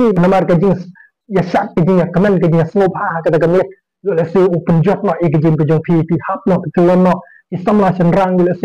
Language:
Khasi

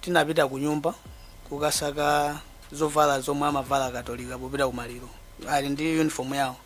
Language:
Nyanja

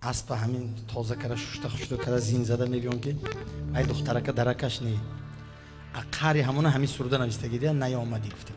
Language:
Tajik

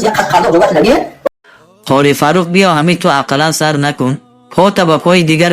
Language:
Tajik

